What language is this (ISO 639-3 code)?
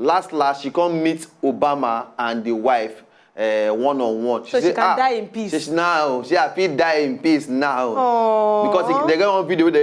pcm